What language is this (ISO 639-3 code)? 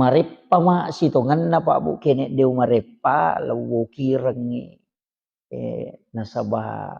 bug